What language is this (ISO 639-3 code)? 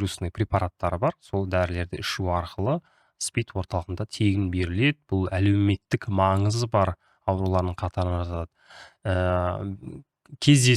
kaz